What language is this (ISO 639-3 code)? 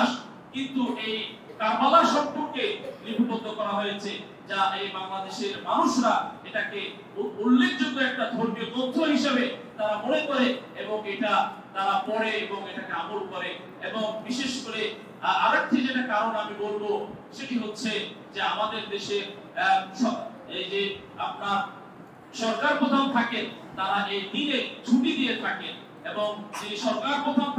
ben